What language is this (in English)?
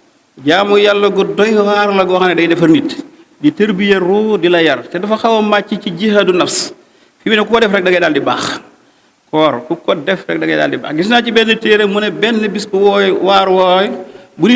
Wolof